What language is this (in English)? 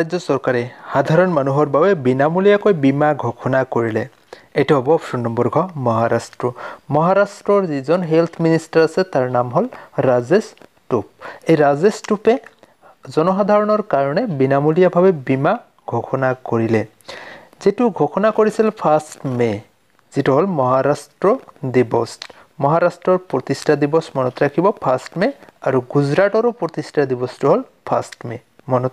Assamese